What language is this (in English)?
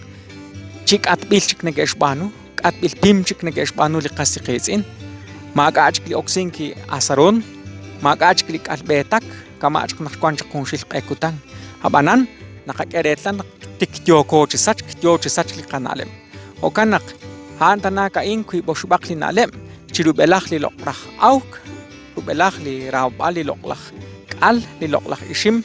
Kekchí